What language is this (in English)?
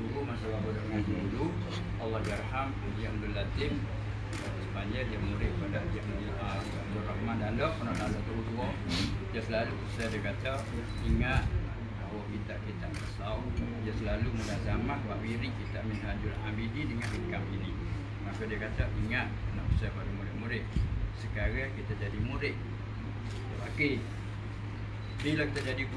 Malay